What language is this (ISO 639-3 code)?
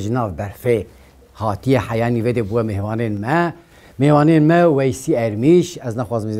kur